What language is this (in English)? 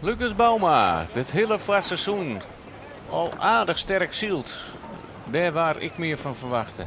Western Frisian